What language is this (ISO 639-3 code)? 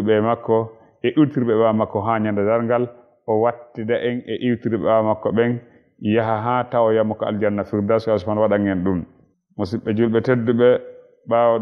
ful